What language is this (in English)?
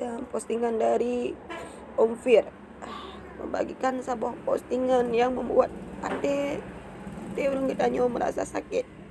Achinese